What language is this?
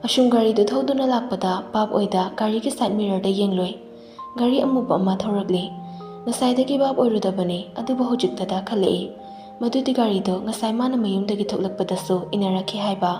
Manipuri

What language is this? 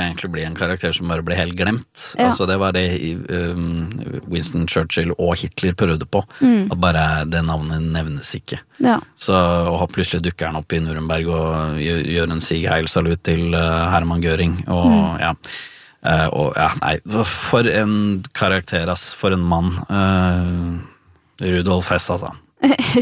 Norwegian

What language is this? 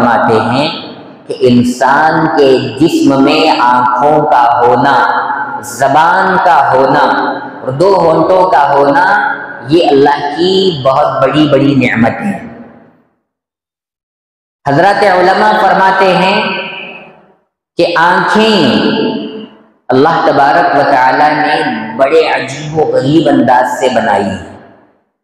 Urdu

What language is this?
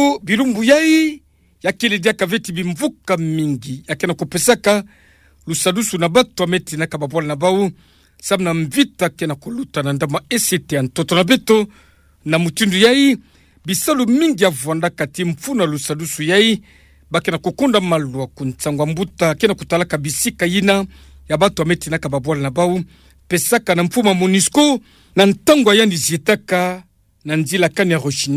Kituba (Democratic Republic of Congo)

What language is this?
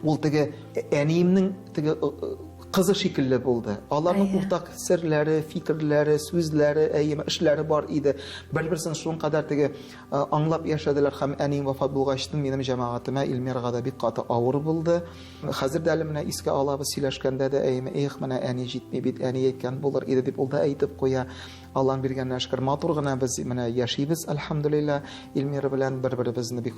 Tatar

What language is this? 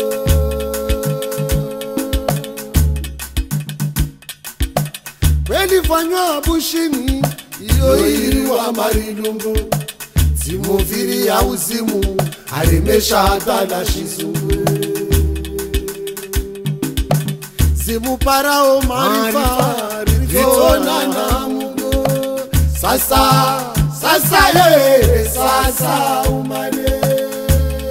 Swahili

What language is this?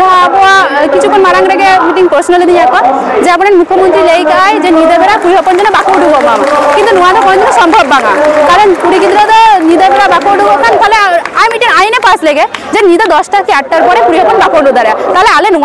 Santali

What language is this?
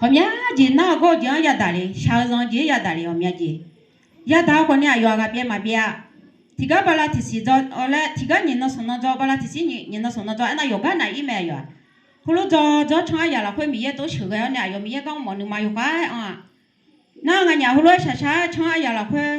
Akha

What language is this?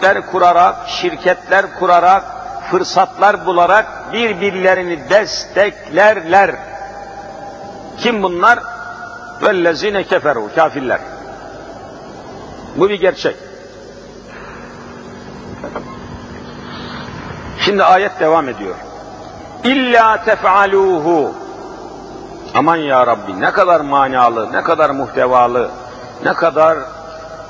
Turkish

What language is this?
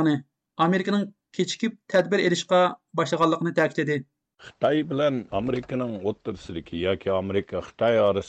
Uyghur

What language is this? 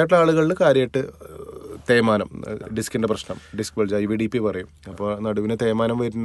Malayalam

